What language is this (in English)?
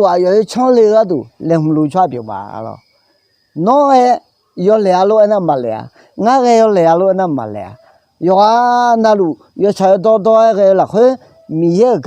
Akha